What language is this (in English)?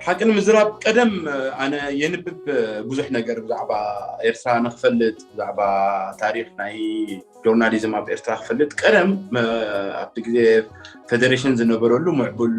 Tigrinya